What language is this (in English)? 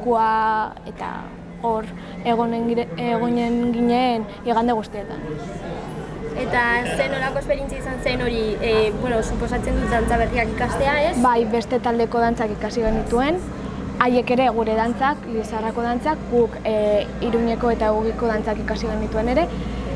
Basque